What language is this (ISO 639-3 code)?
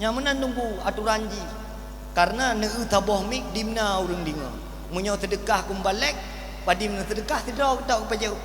ace